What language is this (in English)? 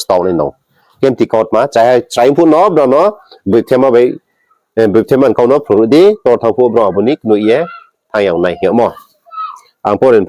Riang (India)